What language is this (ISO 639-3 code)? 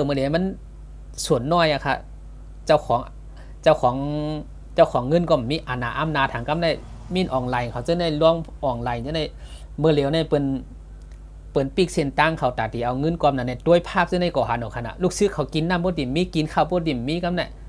shn